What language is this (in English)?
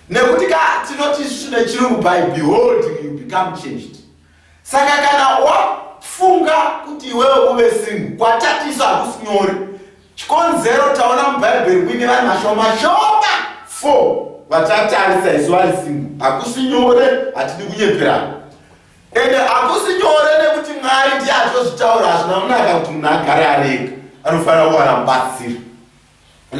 Shona